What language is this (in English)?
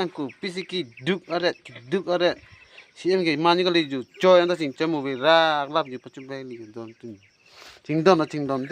Karbi